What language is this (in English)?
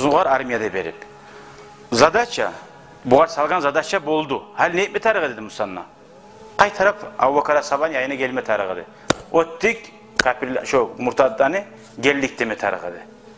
Kumyk